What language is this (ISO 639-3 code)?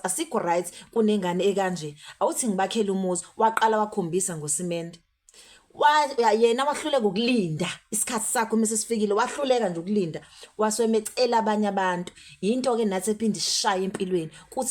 zul